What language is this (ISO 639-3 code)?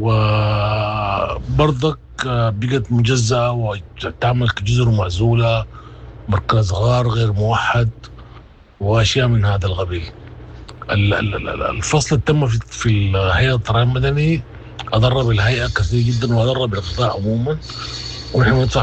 apd